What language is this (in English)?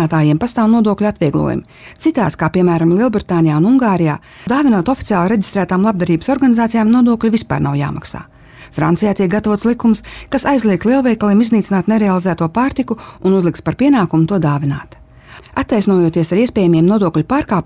Latvian